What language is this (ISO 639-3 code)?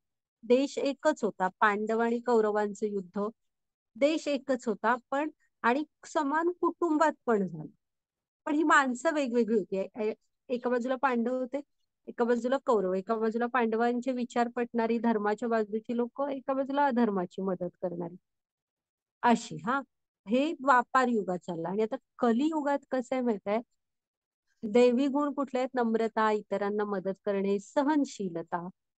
mar